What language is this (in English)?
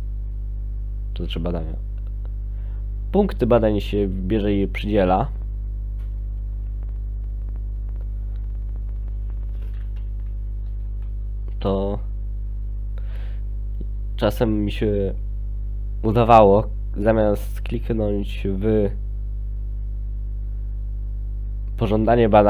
Polish